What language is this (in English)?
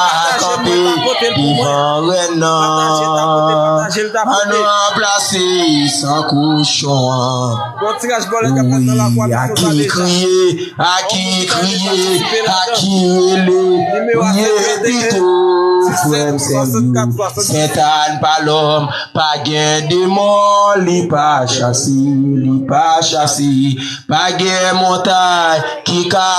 Haitian Creole